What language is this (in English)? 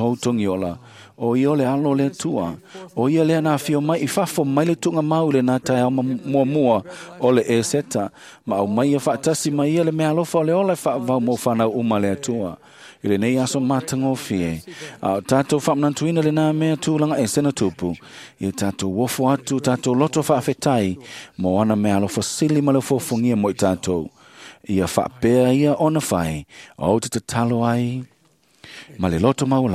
Samoan